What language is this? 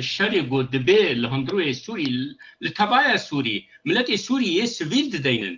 Kurdish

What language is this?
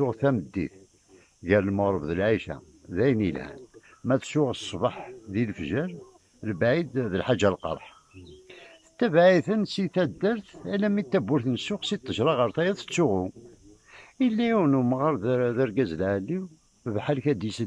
Kabyle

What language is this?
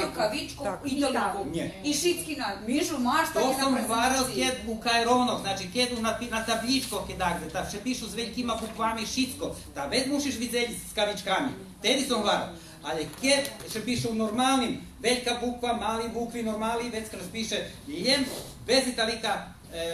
Rusyn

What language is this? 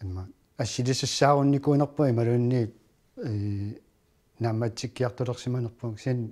Kalaallisut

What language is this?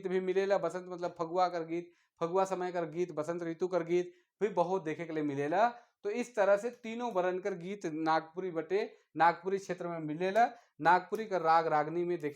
Sadri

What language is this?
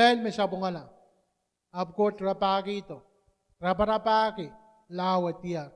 Pohnpeian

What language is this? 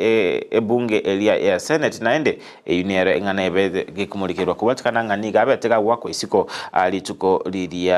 Gusii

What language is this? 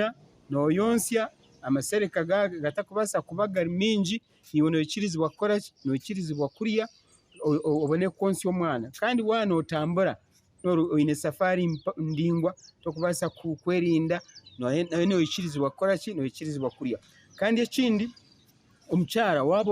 Nyankole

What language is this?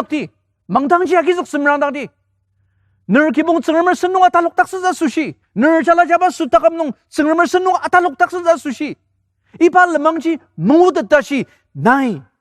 Ao Naga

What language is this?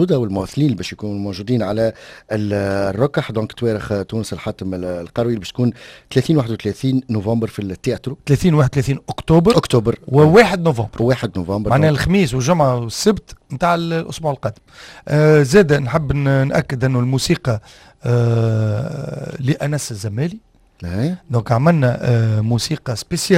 Tunisian Arabic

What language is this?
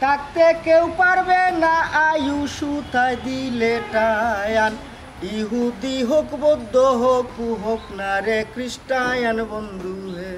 Sylheti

